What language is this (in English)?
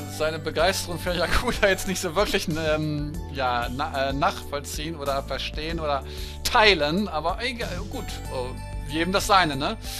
German